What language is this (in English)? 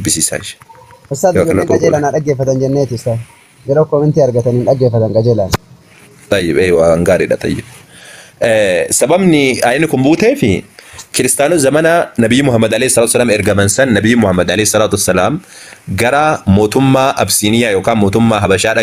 Oromo